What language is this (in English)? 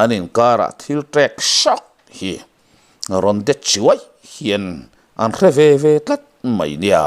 Mizo